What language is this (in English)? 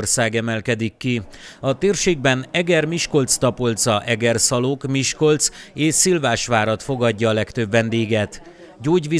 Hungarian